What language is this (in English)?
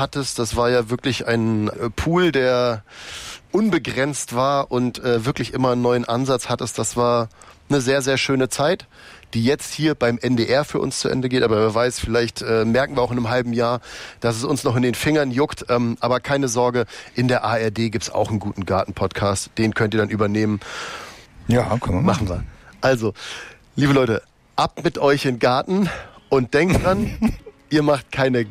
German